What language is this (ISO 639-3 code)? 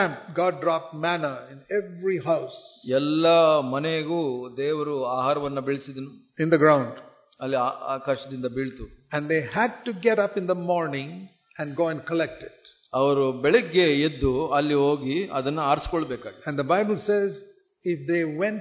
kan